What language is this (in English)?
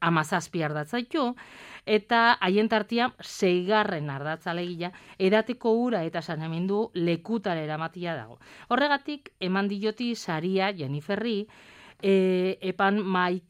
Basque